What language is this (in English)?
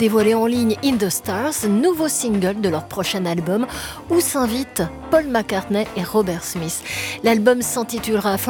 French